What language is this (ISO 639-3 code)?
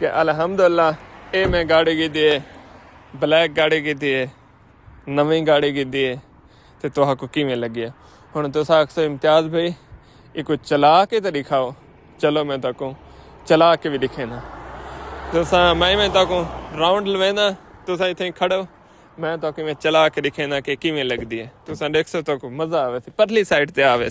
skr